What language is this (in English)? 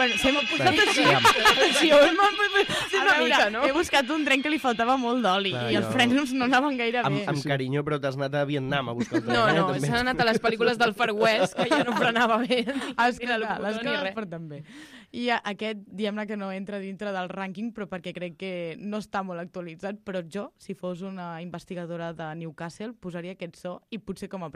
Catalan